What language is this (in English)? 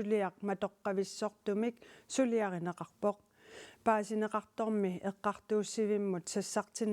Kalaallisut